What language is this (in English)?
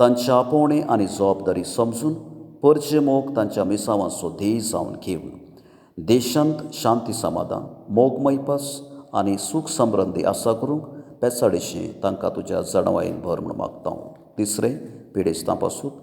Konkani